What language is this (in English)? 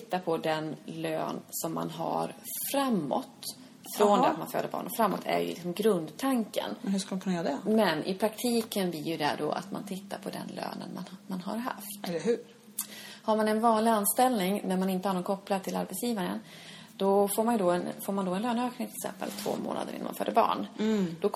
Swedish